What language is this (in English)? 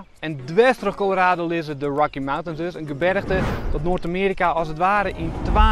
Western Frisian